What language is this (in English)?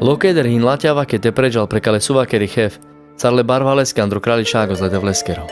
Carpathian Romani